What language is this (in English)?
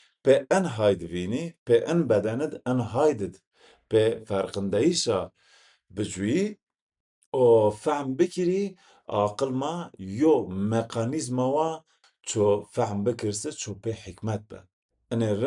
Zaza